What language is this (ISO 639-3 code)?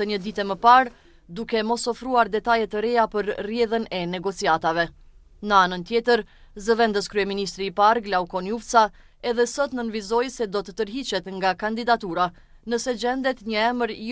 sqi